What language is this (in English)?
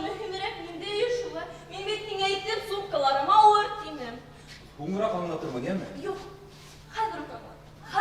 Bashkir